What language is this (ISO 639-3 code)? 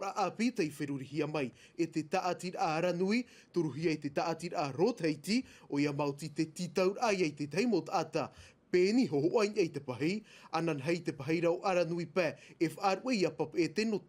tah